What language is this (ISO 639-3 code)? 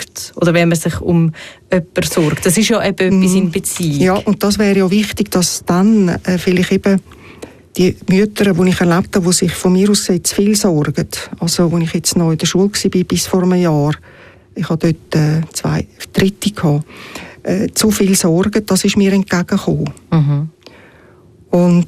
deu